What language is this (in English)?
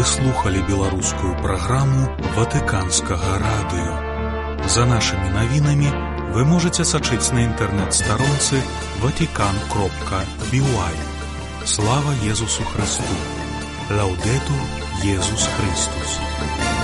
Belarusian